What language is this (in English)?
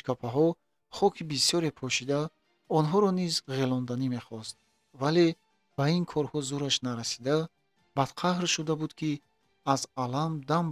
Tajik